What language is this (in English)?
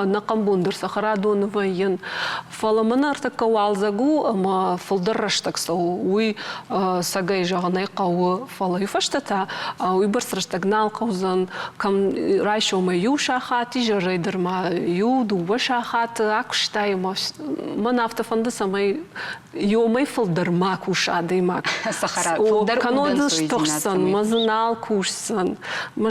Ossetic